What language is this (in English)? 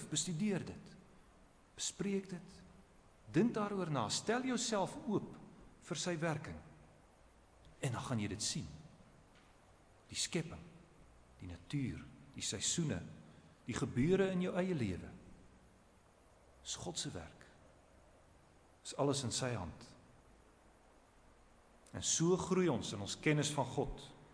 Afrikaans